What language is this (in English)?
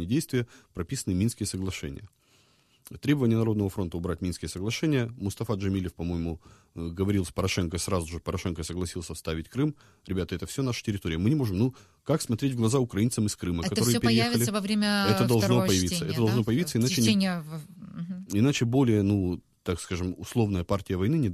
Russian